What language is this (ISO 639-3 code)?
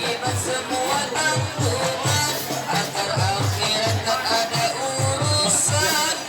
bjn